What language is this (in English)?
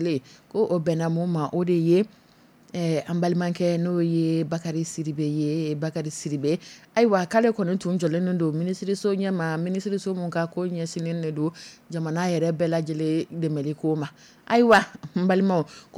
Dyula